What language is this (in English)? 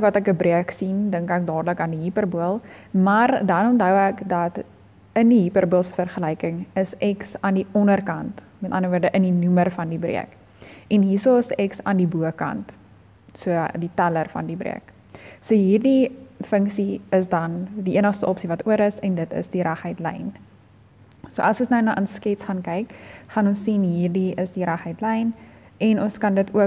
Afrikaans